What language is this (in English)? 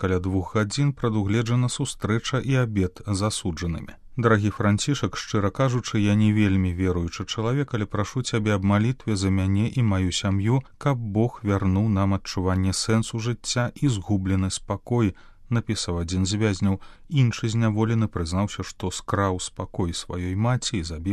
Belarusian